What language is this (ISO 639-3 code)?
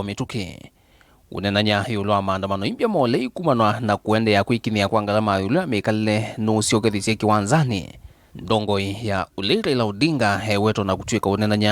kam